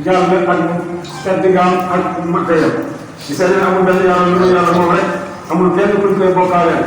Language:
Wolof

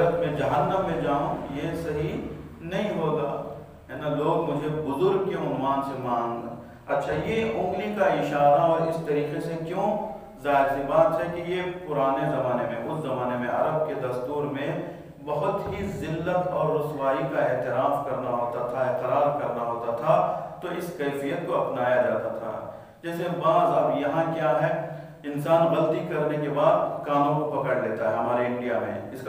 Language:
Urdu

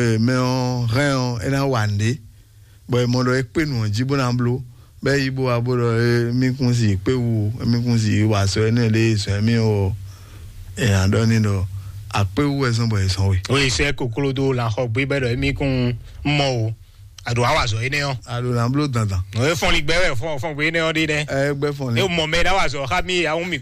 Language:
Fon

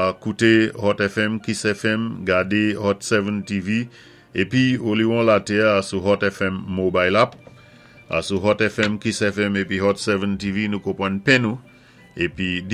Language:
Saint Lucian Creole French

